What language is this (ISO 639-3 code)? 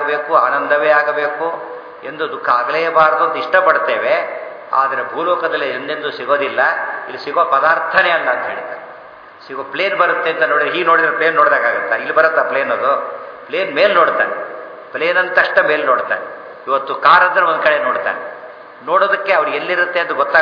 kan